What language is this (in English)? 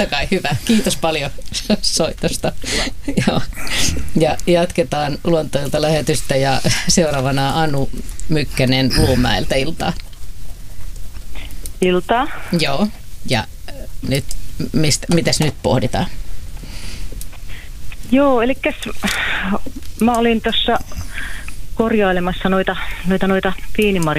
Finnish